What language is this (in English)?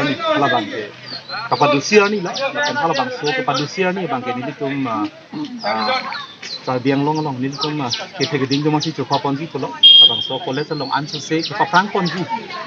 Karbi